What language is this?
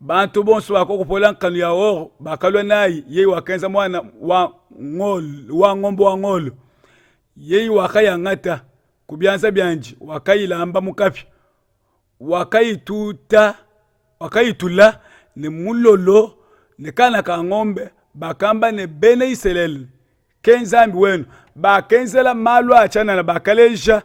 Luba-Lulua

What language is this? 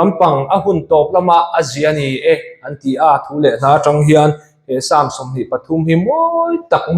Mizo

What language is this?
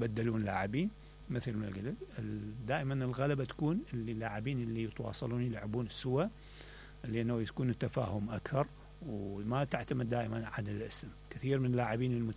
Mesopotamian Arabic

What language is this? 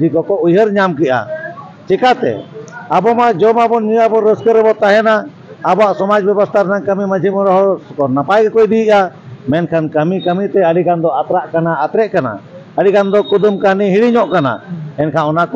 Santali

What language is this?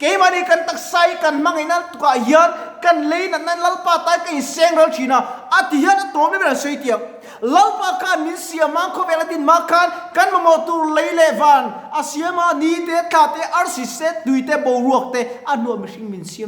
Mizo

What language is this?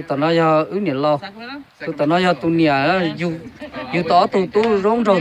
Hmong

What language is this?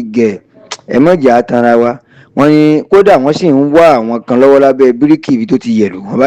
Yoruba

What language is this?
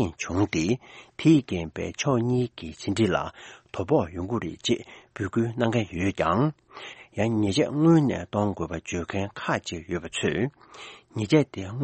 Tibetan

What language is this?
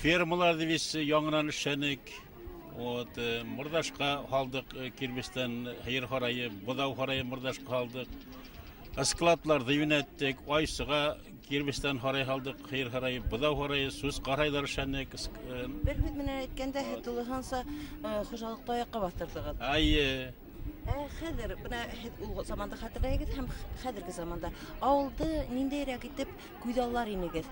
Bashkir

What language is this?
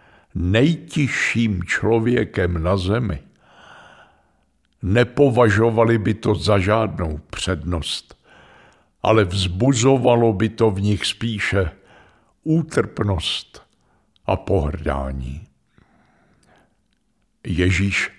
Czech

